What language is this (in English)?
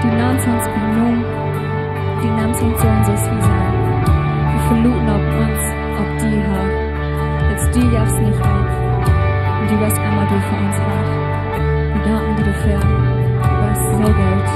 Plautdietsch